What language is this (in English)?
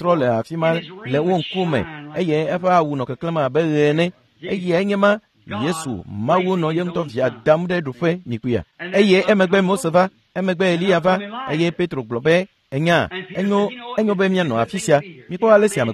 Ewe